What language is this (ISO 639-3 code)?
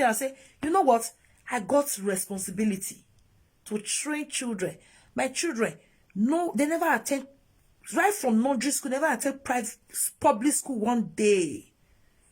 pcm